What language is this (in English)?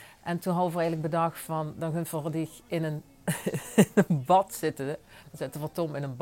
Limburgish